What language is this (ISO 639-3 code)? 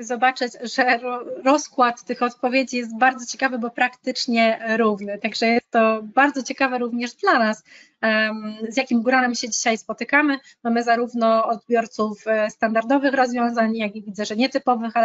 pol